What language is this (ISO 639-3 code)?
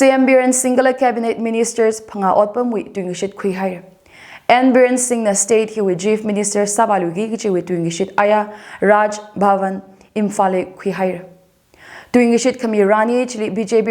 nmf